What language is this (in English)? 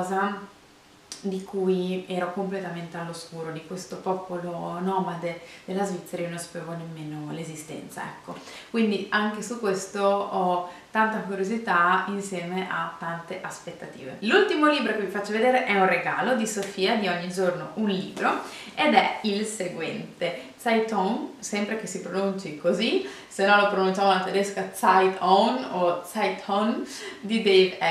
Italian